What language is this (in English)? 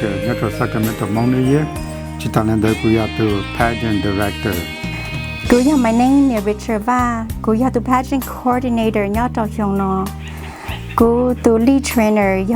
Hmong